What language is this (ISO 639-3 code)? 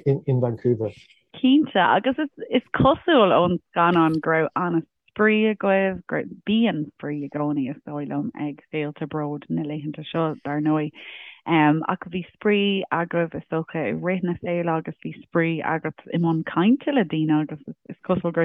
gle